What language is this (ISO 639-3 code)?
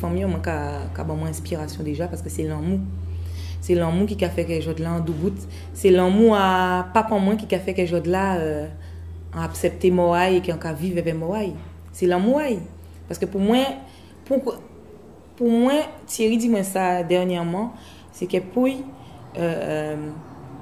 gcf